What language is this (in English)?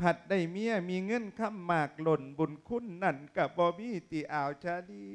Lao